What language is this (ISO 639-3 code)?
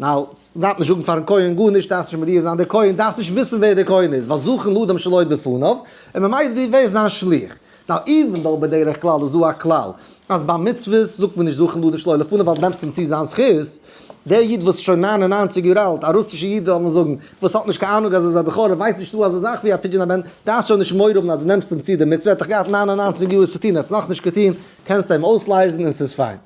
yid